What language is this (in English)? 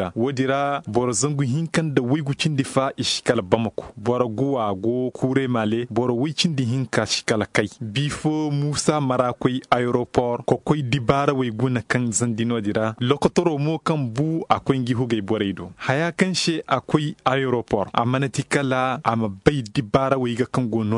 Zarma